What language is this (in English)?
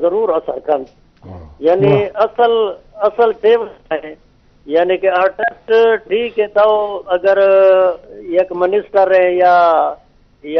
Eastern Balochi